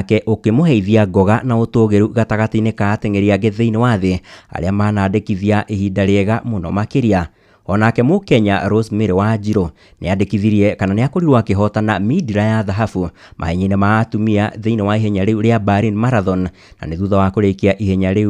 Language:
Kikuyu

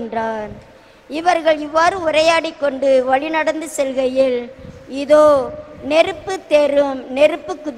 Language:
Tamil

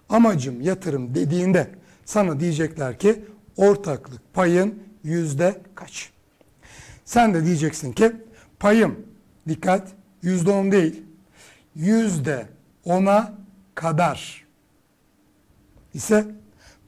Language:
Turkish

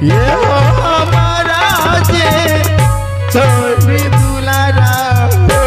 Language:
Maithili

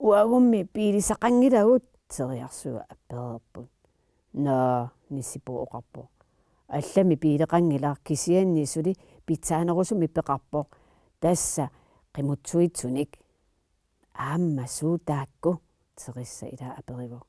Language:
Kalaallisut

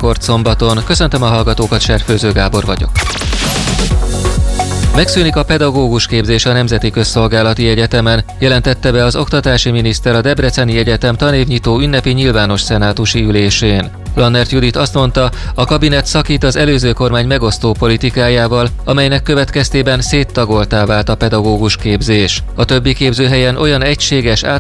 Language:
Hungarian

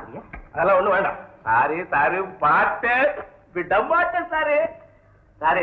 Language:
Tamil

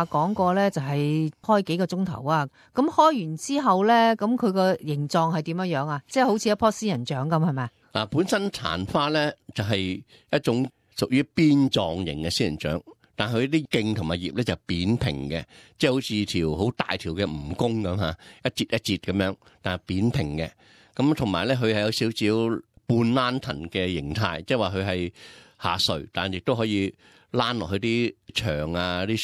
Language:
Cantonese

